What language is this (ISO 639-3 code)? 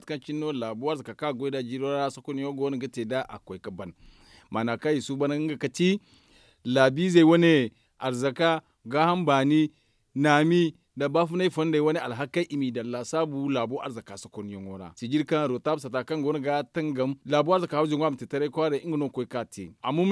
dje